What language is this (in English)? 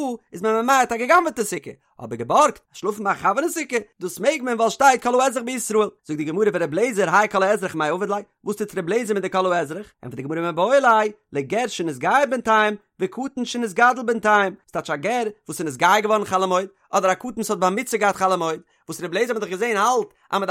Yiddish